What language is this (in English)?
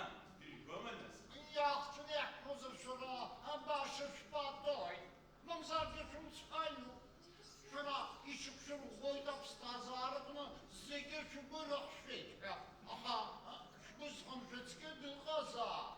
Abkhazian